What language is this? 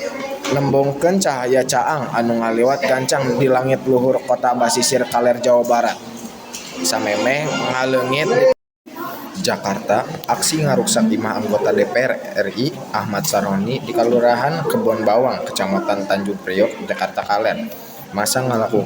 Sundanese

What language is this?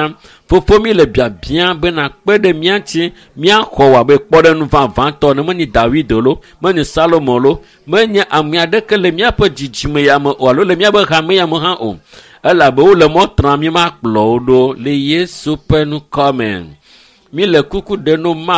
Ewe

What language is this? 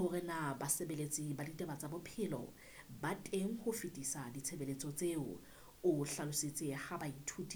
Southern Sotho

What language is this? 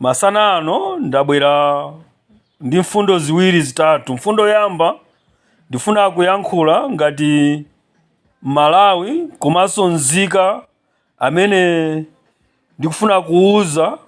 Nyanja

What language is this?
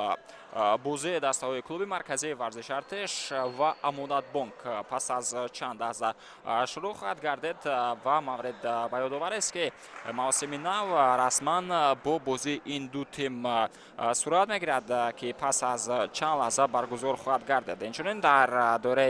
Tajik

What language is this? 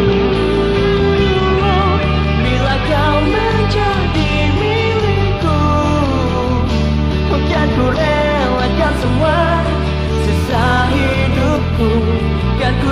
Indonesian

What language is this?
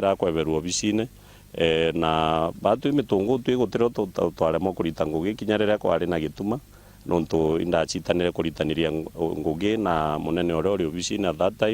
Meru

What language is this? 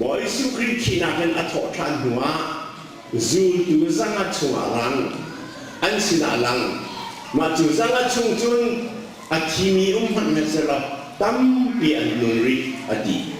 Hakha Chin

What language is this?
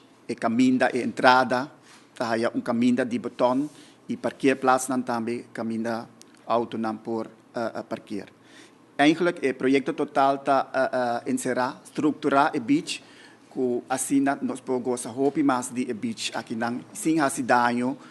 Papiamento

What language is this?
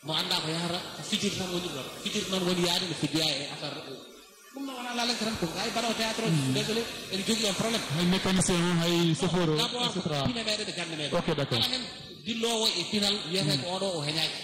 Fula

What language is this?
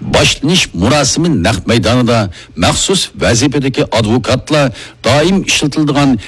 Uyghur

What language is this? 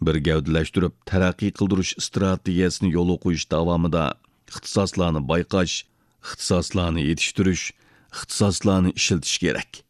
Uyghur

